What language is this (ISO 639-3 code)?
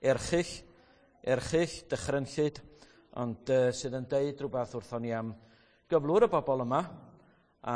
cym